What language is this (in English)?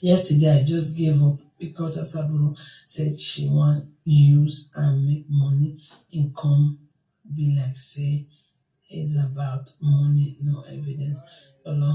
Nigerian Pidgin